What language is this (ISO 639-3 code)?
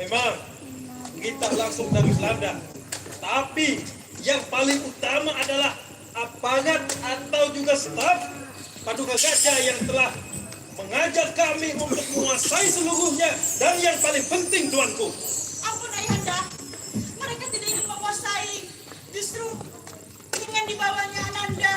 bjn